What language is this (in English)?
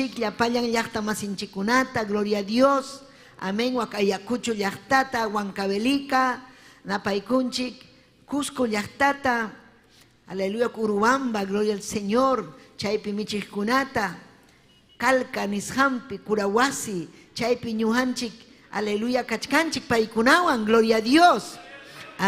Ayacucho Quechua